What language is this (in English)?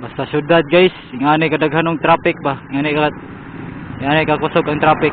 Cebuano